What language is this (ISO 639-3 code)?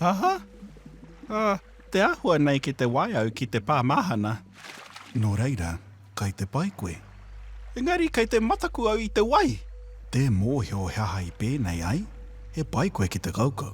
mri